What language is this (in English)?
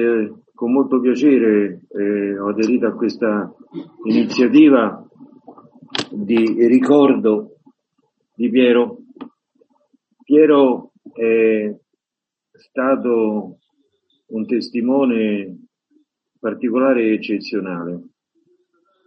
Italian